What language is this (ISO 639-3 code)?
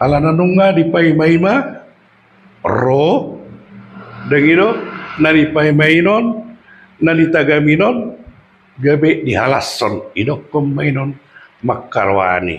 bbc